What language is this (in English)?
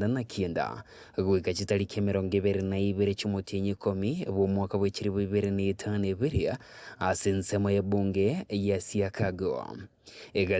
Gusii